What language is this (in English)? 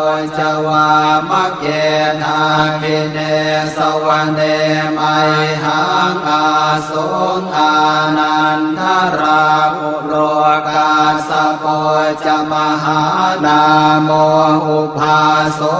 Pali